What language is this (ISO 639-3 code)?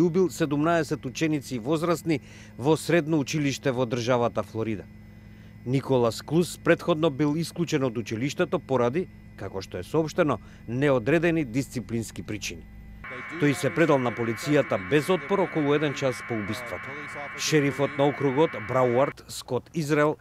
mkd